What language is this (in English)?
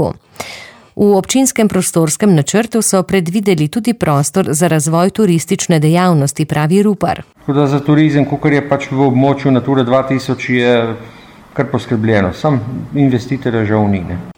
Slovenian